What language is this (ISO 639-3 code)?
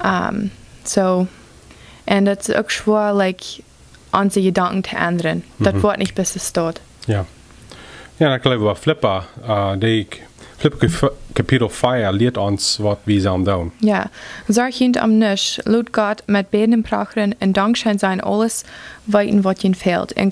pdt